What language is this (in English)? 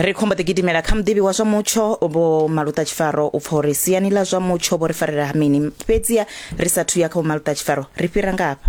Venda